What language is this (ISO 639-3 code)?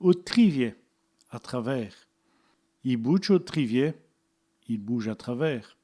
wln